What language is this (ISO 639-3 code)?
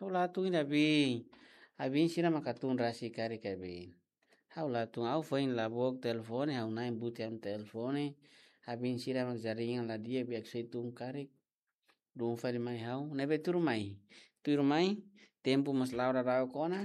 tet